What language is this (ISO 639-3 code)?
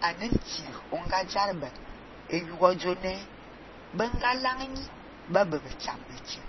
fan